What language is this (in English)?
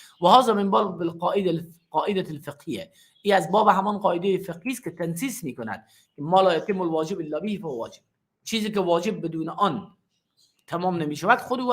Persian